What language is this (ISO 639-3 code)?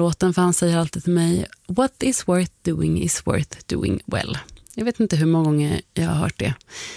swe